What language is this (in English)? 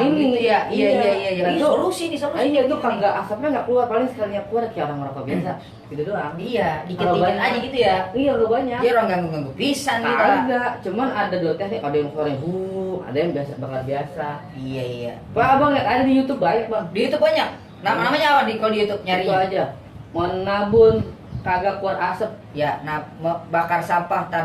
Betawi